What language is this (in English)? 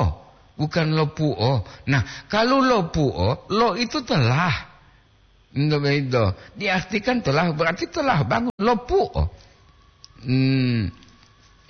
Gorontalo